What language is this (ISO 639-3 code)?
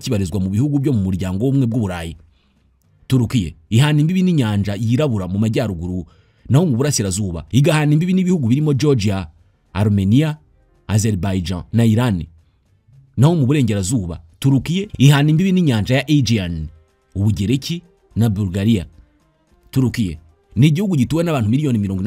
kin